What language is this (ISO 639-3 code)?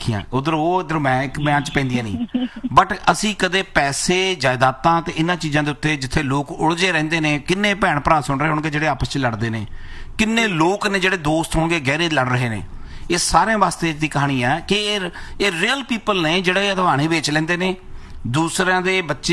pan